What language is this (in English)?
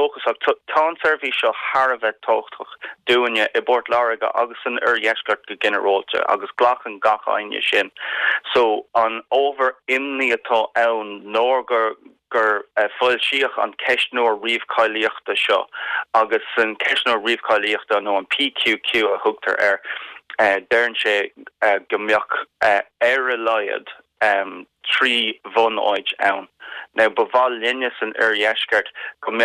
Irish